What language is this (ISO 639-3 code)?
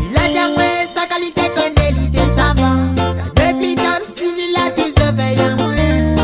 rcf